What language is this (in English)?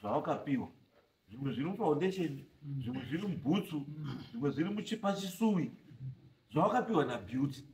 Shona